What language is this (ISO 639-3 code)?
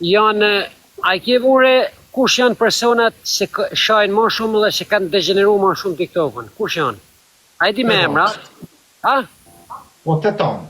sqi